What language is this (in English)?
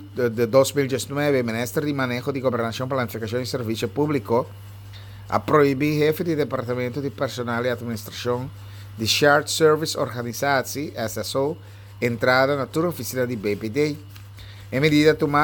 Papiamento